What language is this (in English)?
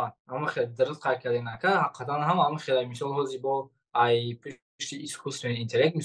Tajik